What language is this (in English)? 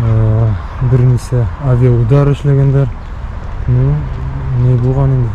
Bashkir